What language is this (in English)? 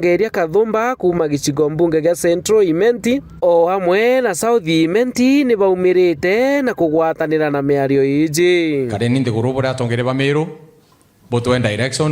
Meru